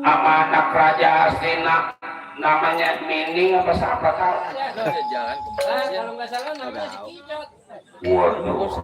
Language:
Betawi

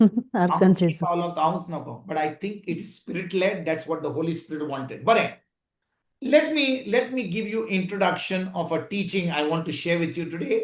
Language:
Konkani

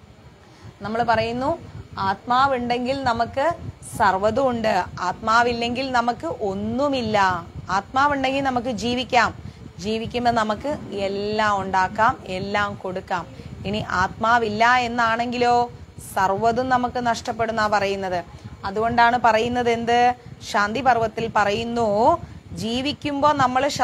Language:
Malayalam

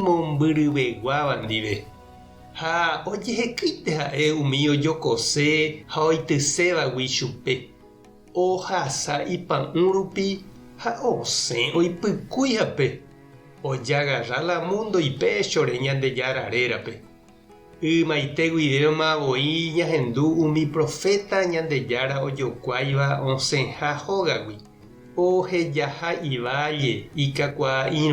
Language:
Guarani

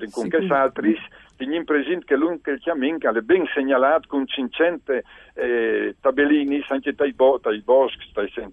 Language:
Friulian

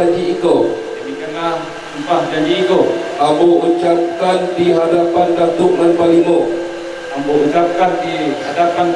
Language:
Minangkabau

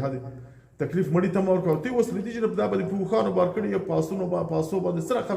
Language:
Pashto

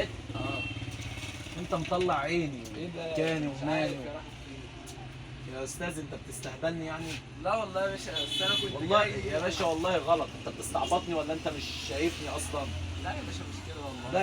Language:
Egyptian Arabic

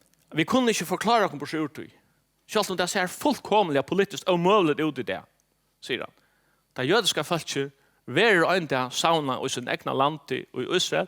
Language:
Faroese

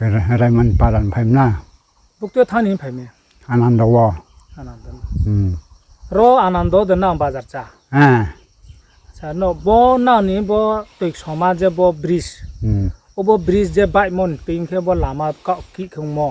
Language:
Riang (India)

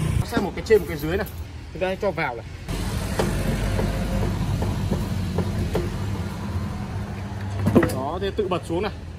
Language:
Vietnamese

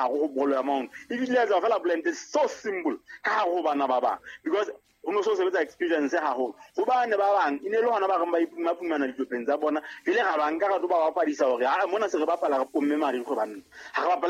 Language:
Southern Sotho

